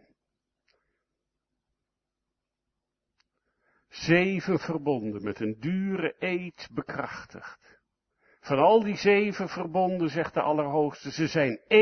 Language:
Dutch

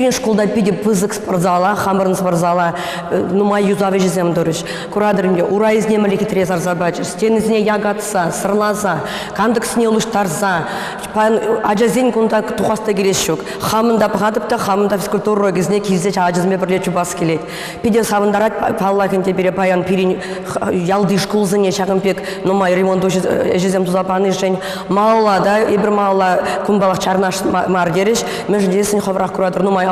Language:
Chuvash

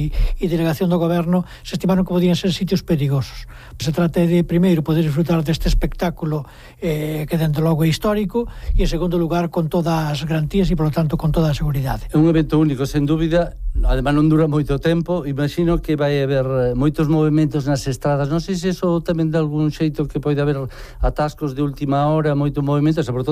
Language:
Galician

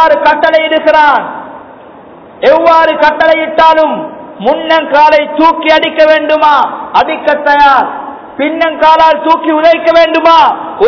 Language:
Tamil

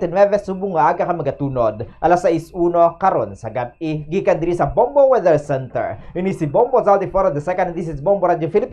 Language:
Hiligaynon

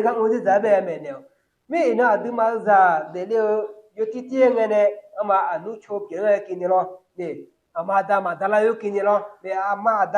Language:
Akha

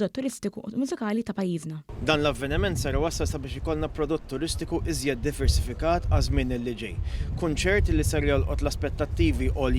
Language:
Maltese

